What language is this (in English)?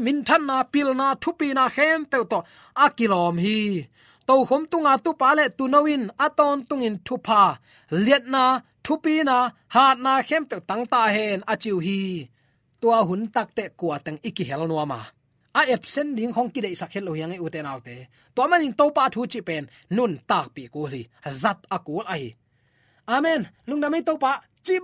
Tedim Chin